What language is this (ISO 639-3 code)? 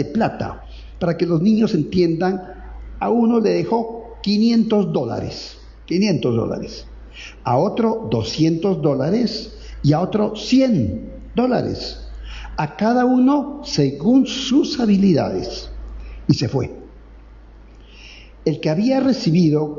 spa